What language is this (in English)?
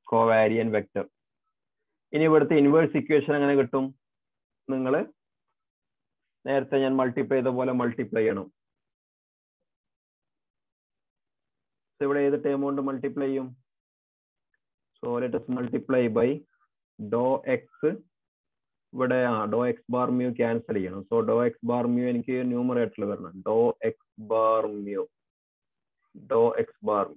Malayalam